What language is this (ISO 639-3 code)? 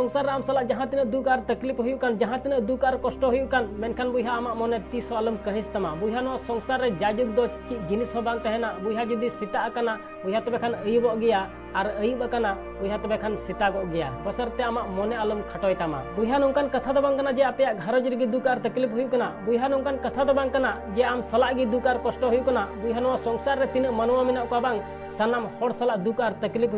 sat